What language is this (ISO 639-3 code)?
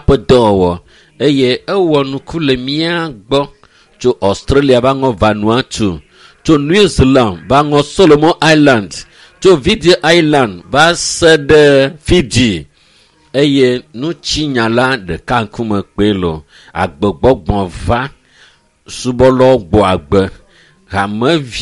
ewe